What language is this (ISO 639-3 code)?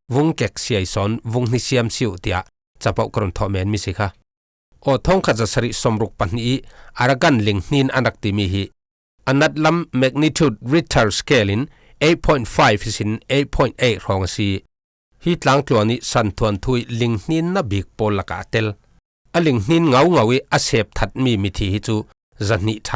cfm